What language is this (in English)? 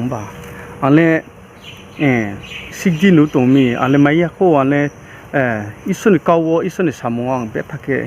Riang (India)